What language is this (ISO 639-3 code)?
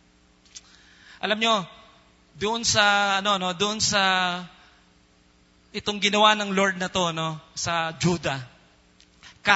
fil